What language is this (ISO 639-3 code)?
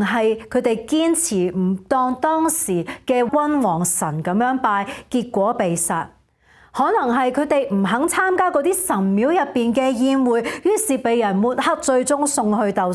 yue